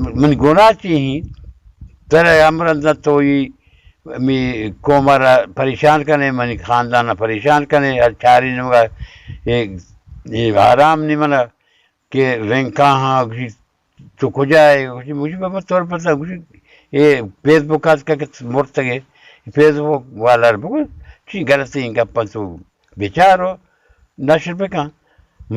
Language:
Baluchi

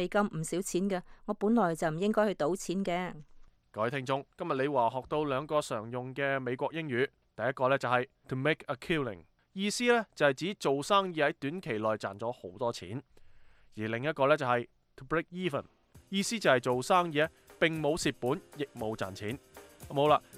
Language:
Cantonese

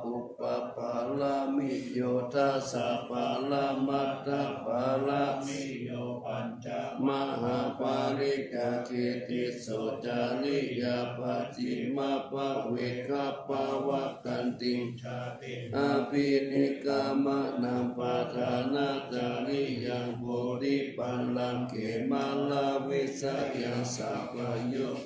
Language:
Pali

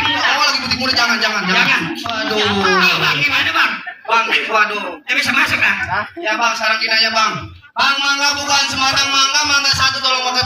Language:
Betawi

